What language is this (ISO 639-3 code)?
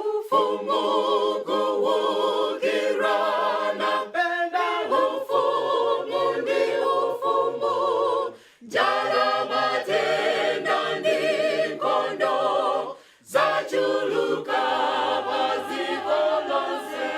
nya